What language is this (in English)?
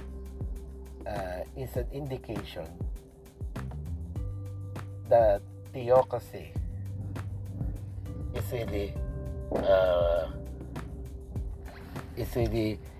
Filipino